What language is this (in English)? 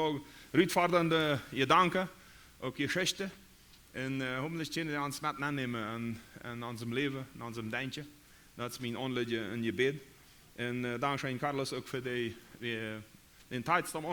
Plautdietsch